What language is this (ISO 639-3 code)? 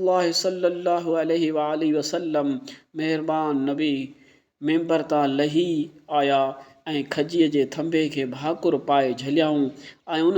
snd